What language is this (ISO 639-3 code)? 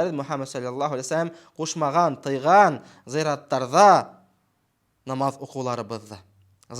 bak